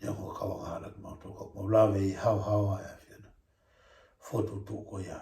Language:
Tongan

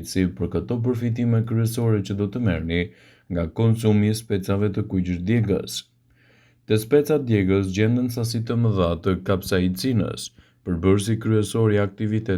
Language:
Albanian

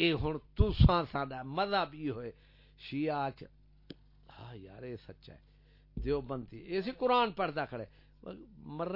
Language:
Saraiki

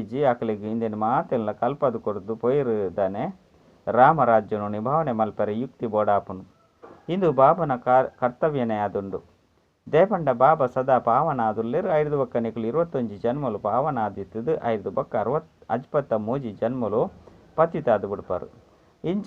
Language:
Tulu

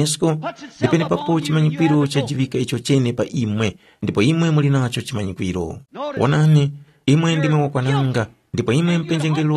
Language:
Tumbuka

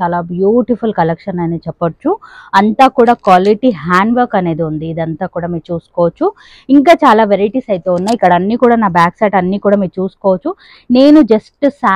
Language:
Telugu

